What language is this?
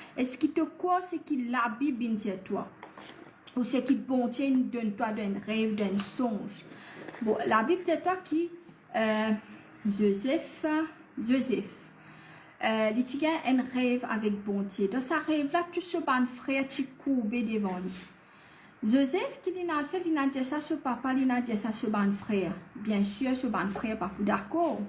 Morisyen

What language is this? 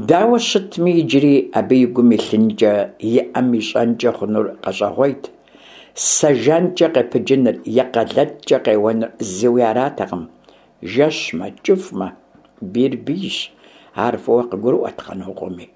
Kabardian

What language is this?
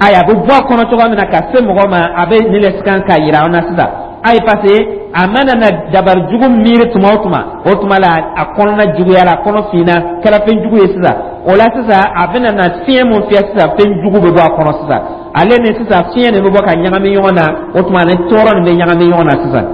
Dyula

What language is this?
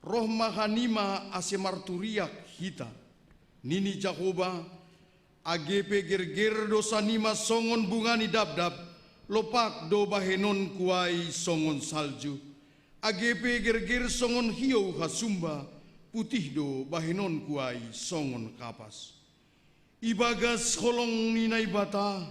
Batak Simalungun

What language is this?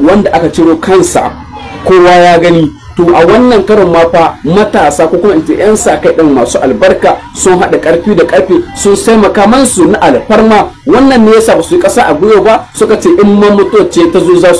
Hausa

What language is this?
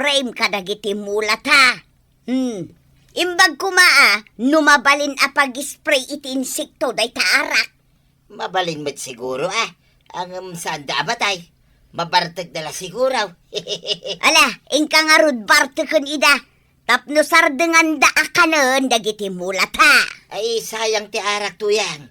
Iloko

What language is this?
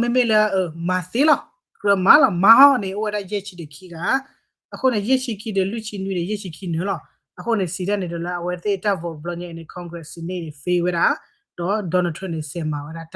S'gaw Karen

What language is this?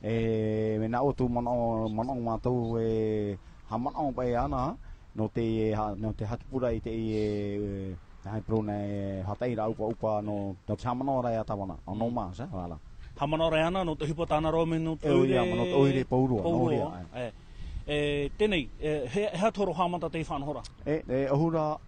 Tahitian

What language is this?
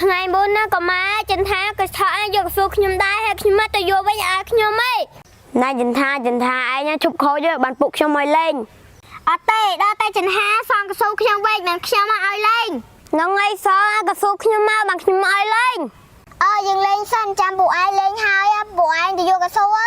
Khmer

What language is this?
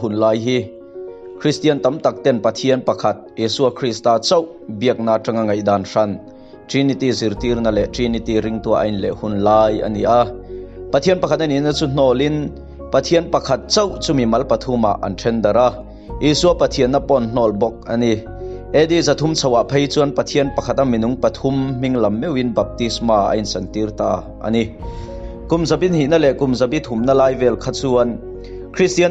Mizo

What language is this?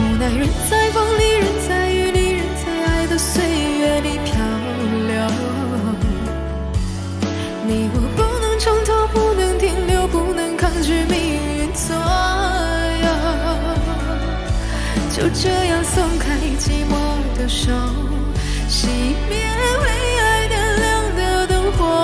Chinese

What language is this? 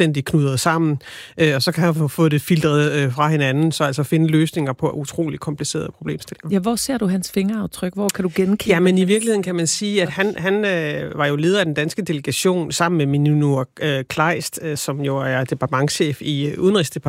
Danish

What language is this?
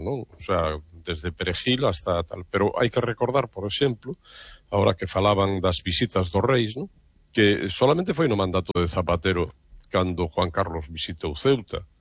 Galician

